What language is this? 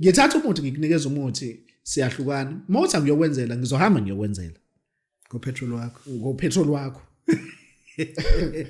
Zulu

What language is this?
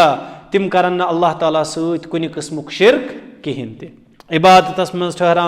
Kashmiri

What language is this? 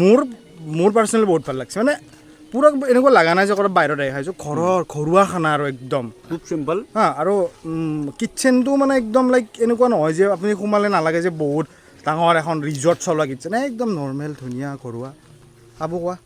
Assamese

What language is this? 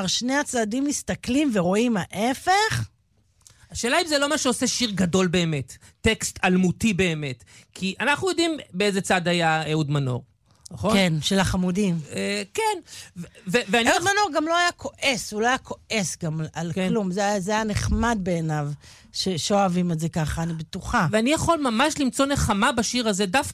Hebrew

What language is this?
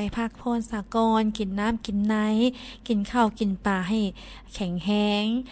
Lao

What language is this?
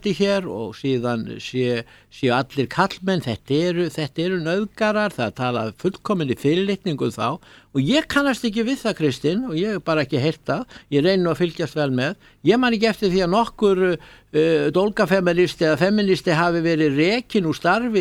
Icelandic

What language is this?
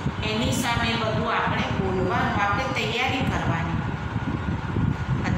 Gujarati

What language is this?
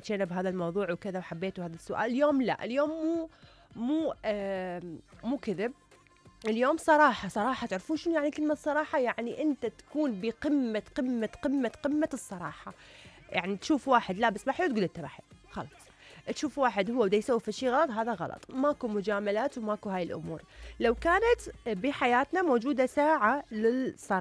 Mesopotamian Arabic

